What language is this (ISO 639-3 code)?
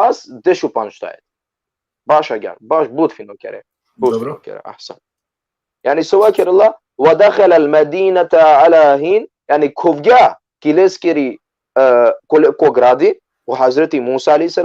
rmn